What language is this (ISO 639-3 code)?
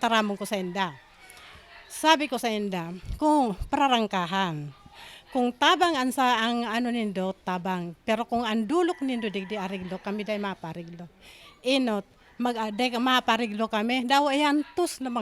bik